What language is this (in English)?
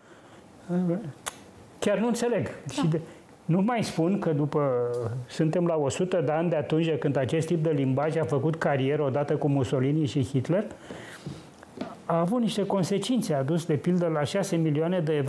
Romanian